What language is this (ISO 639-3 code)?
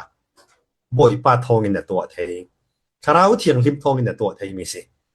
cfm